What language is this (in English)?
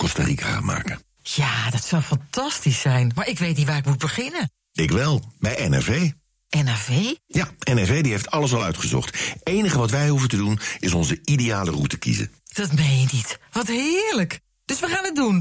Dutch